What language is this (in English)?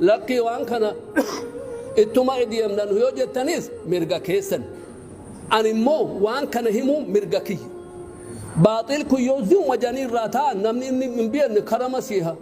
Oromo